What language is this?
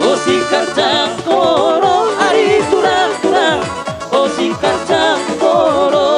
Batak Toba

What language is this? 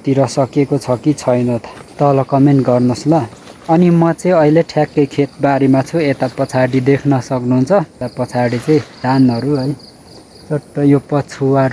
Nepali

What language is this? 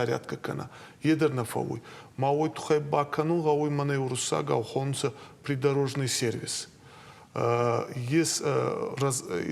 Ossetic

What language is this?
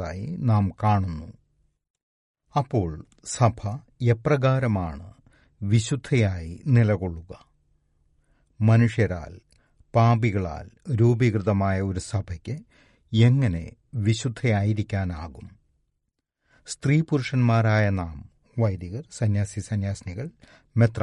Malayalam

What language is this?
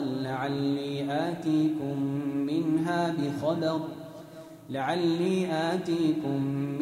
Arabic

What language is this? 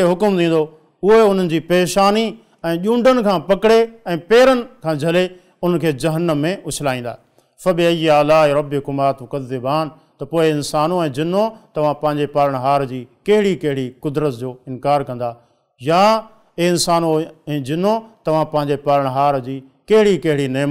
Sindhi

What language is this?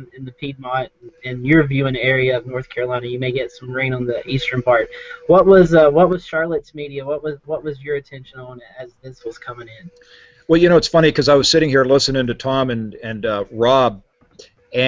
English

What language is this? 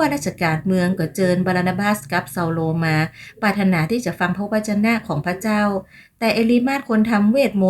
Northern Thai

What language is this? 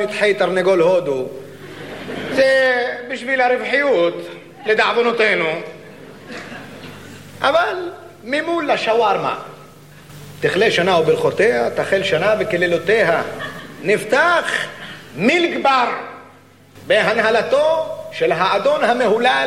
Hebrew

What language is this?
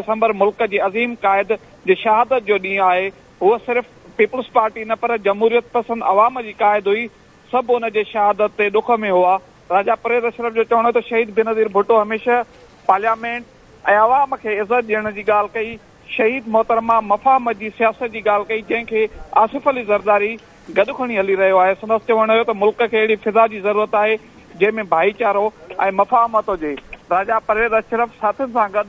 Sindhi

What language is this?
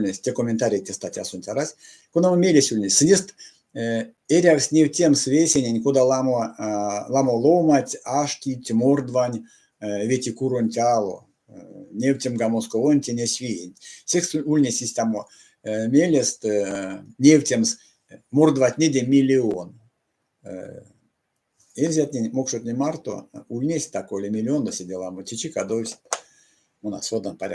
Erzya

